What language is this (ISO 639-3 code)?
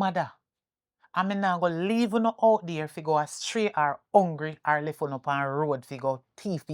jam